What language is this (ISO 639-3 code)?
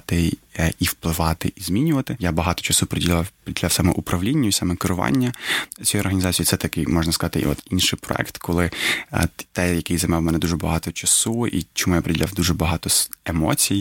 ukr